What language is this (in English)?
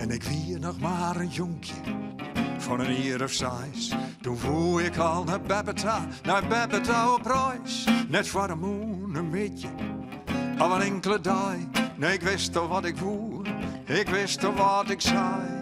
Western Frisian